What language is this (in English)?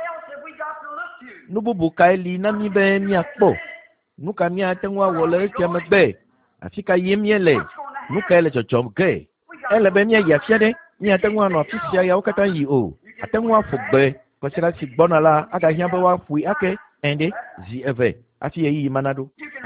Ewe